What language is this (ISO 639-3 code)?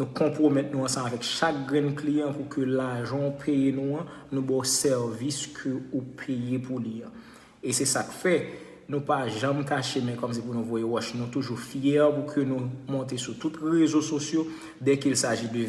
hat